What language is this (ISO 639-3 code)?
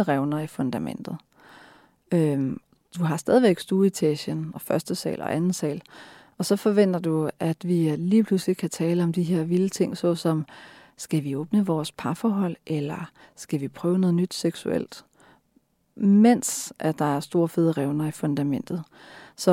dan